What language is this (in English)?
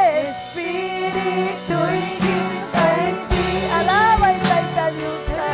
Ayacucho Quechua